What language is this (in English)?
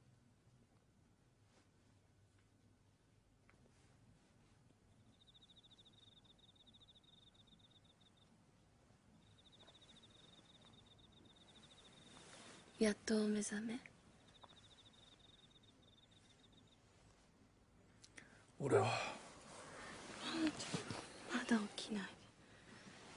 Japanese